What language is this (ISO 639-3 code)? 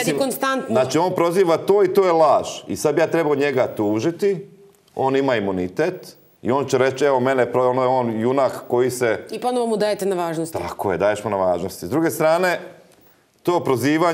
hrv